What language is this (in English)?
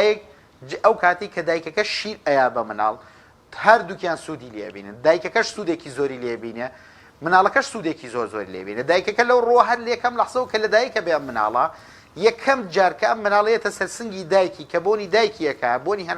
Central Kurdish